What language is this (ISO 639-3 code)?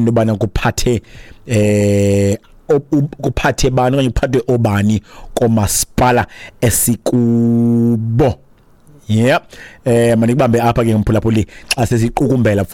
xho